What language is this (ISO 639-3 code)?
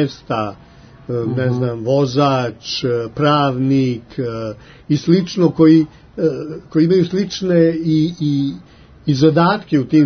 srp